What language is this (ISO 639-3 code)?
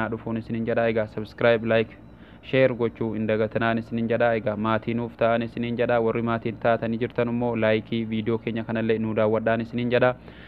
orm